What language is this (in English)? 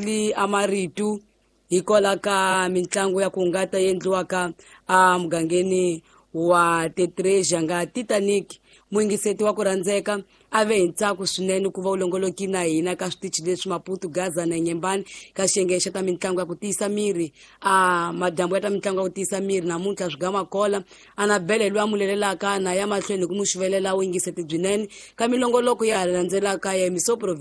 Tsonga